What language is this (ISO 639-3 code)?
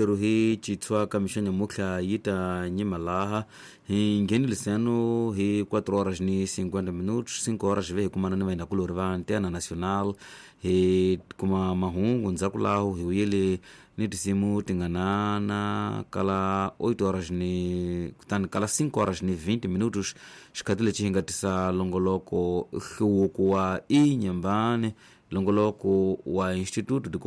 tso